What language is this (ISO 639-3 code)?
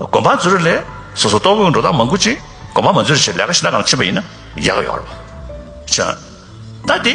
bod